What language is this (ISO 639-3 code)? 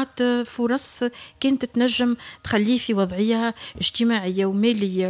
aeb